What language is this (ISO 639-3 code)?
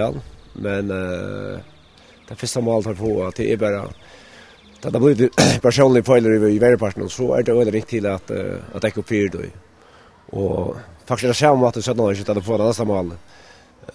fao